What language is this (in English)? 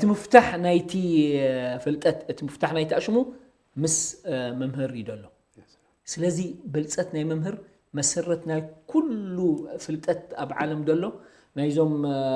Tigrinya